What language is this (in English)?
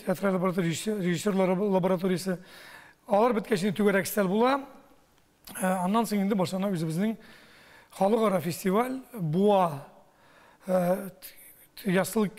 Tatar